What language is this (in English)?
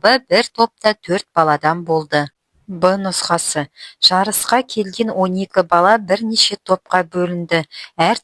Kazakh